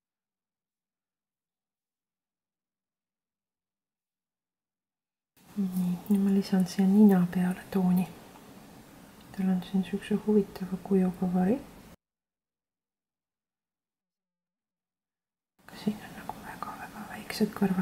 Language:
Estonian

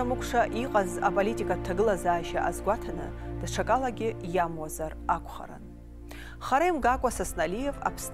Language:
Abkhazian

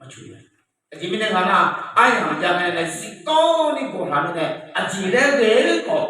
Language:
Akha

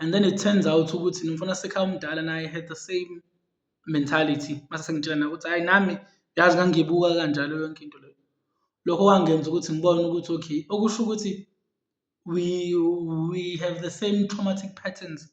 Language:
Zulu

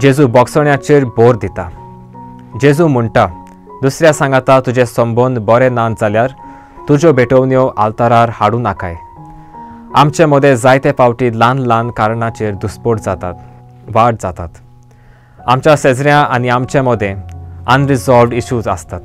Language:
Konkani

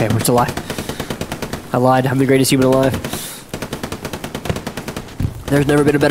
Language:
English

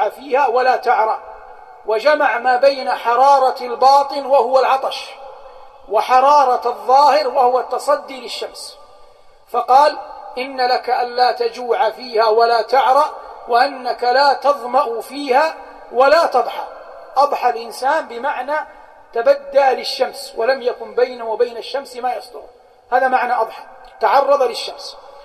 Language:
Arabic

